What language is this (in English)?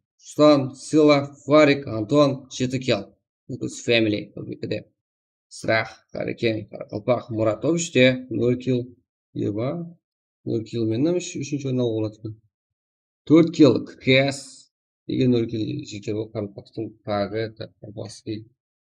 Kara-Kalpak